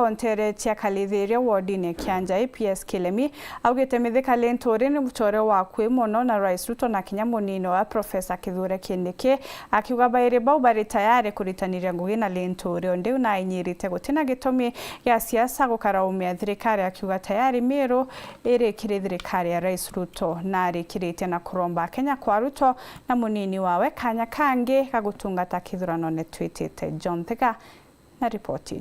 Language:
Meru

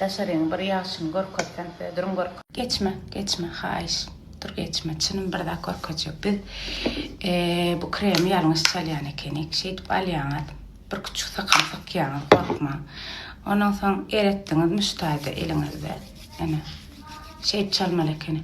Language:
Turkmen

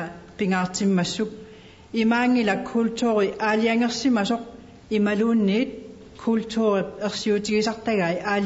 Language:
Kalaallisut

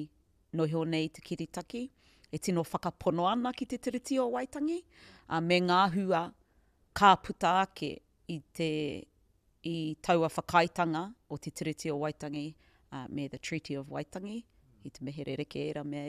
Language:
Māori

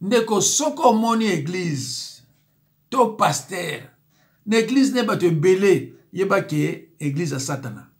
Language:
Lingala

